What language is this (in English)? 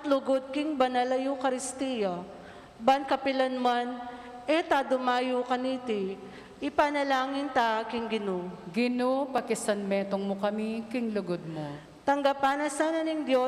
Pampanga